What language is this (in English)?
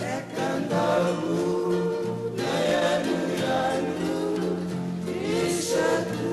Fijian